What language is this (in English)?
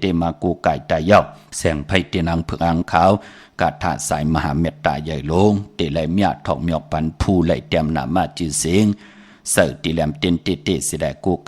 Shan